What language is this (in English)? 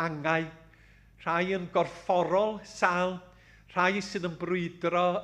Welsh